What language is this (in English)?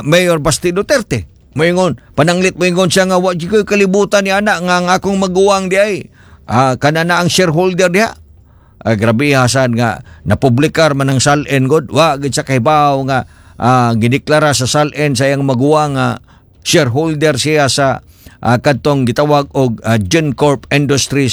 Cebuano